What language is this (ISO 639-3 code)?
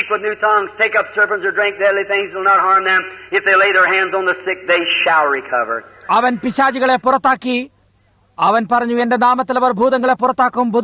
mal